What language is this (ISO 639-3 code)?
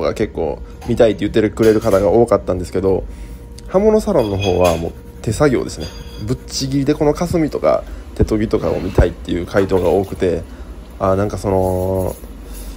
jpn